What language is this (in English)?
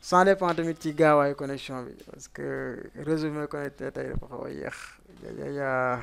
Wolof